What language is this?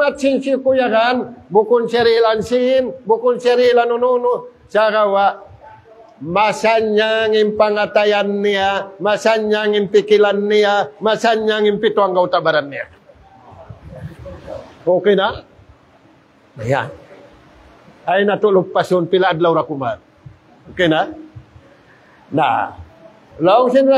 Tausug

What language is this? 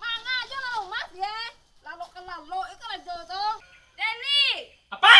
Minangkabau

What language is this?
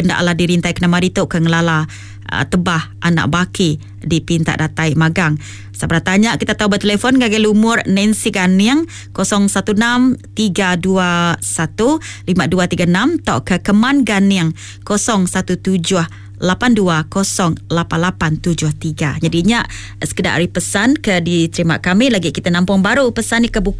Iban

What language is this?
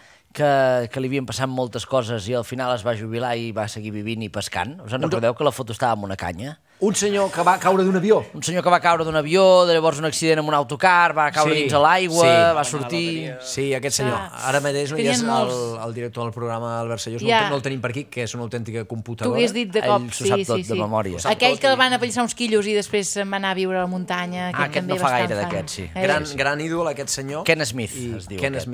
Catalan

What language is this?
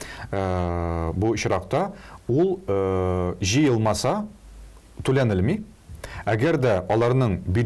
Tatar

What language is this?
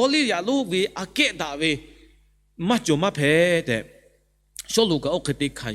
Lahu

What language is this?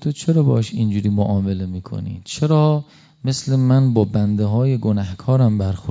Persian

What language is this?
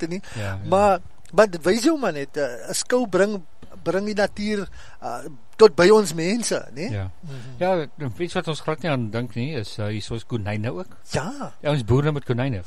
Afrikaans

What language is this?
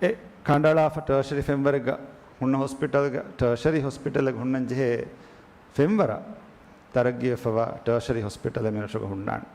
Divehi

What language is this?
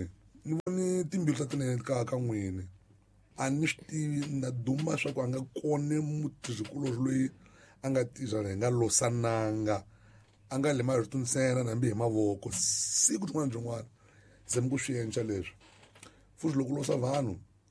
Tsonga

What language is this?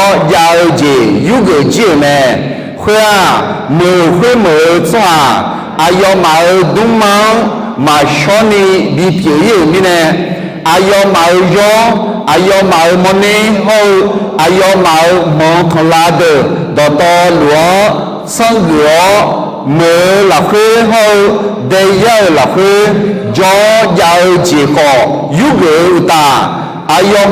Akha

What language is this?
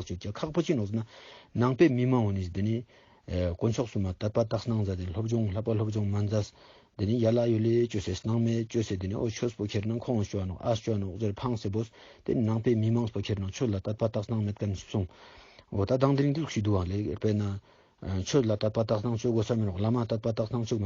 Ladakhi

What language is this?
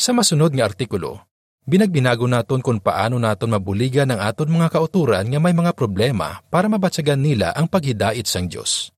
Hiligaynon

